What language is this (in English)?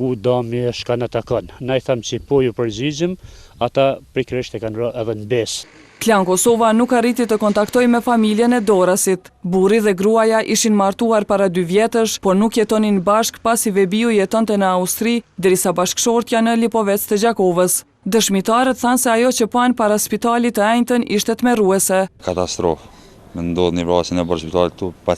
Albanian